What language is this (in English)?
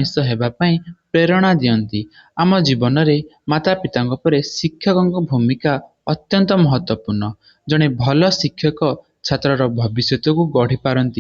Odia